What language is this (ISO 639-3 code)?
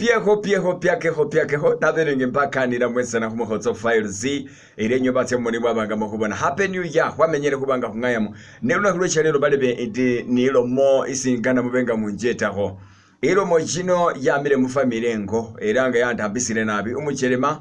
myx